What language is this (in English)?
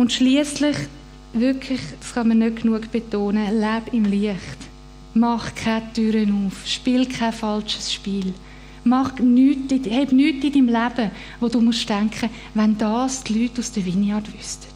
Swiss German